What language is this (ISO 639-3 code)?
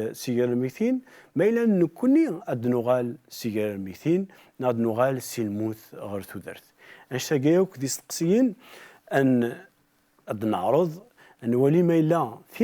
kab